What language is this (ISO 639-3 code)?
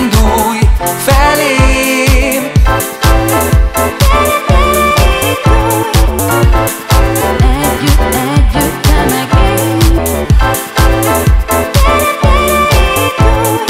hun